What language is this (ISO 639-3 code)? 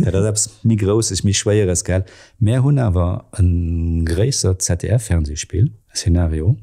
ltz